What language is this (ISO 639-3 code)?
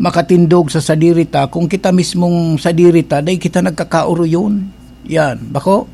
bik